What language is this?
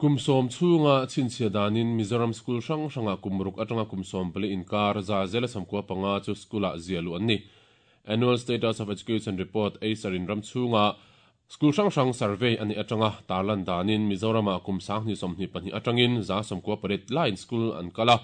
Mizo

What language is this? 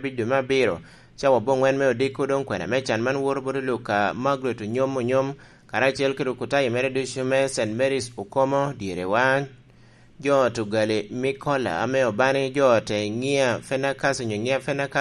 Lango (Uganda)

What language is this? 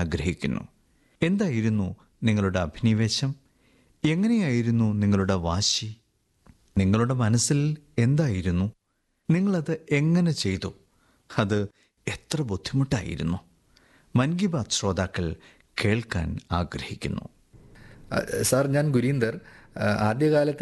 Malayalam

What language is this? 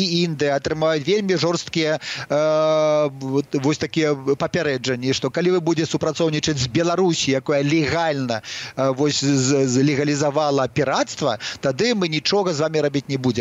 Belarusian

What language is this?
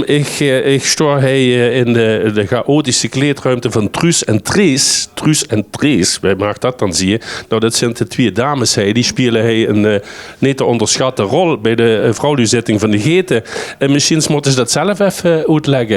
Limburgish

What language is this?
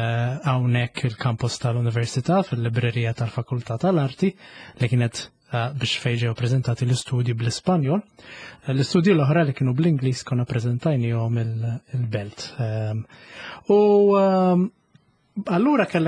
Maltese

